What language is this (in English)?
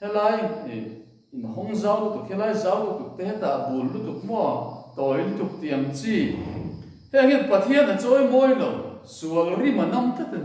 Mizo